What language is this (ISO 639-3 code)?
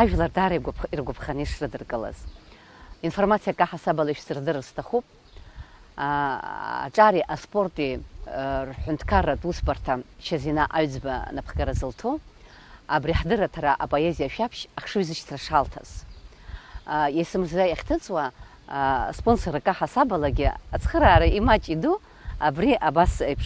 abk